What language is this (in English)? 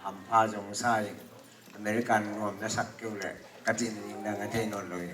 Tedim Chin